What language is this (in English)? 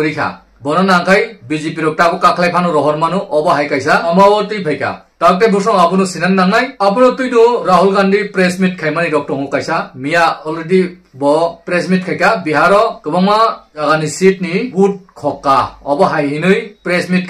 Kok Borok